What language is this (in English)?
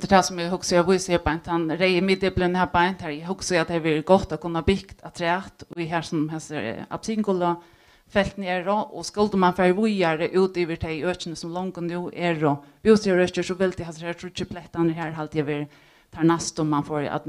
Faroese